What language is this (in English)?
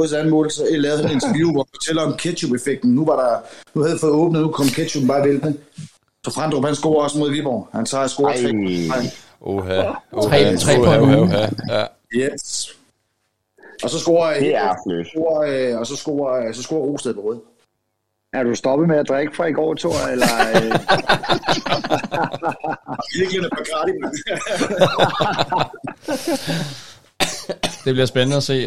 Danish